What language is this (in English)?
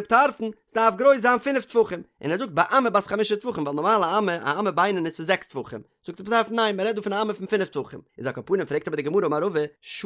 Yiddish